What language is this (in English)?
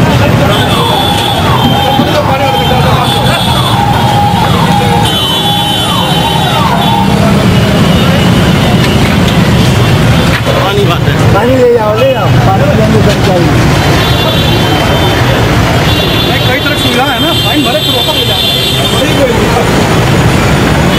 Hindi